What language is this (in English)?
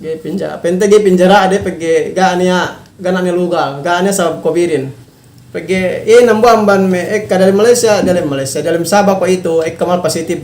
Yakan